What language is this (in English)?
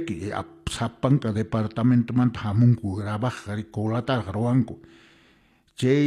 Quechua